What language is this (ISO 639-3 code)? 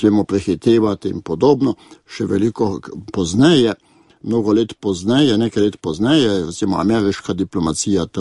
slv